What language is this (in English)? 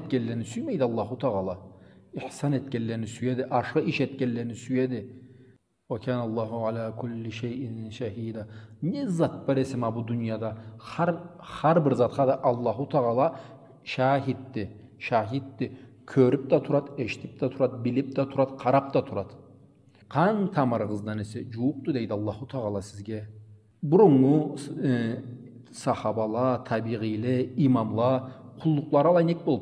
Karachay-Balkar